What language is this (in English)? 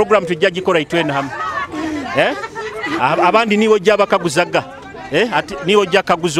Nyoro